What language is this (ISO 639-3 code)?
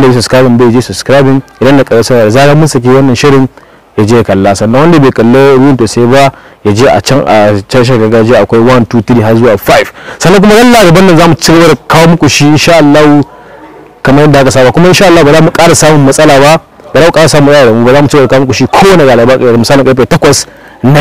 hau